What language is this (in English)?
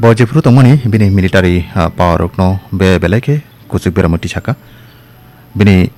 Kok Borok